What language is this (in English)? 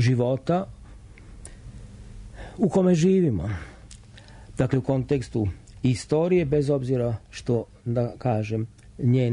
Serbian